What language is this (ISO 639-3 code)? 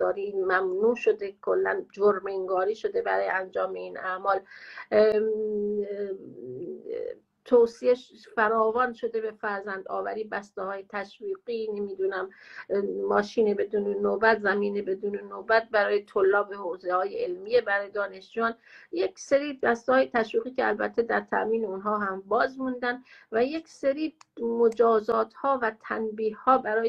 fas